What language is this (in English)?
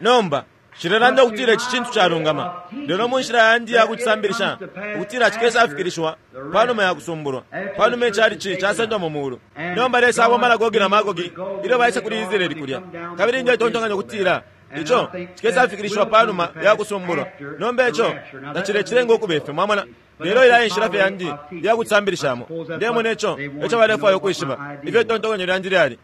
Bemba